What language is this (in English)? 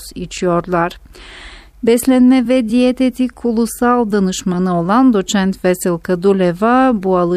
Turkish